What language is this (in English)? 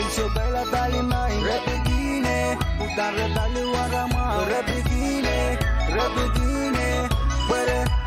Pohnpeian